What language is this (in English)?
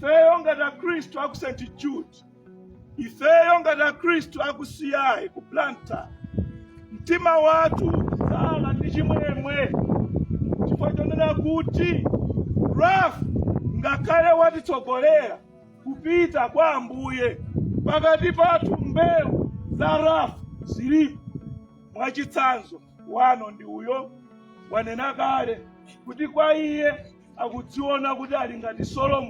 Nyanja